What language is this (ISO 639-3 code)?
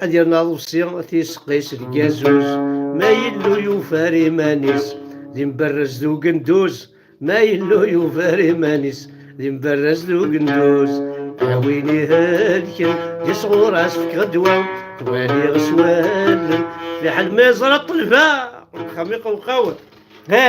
kab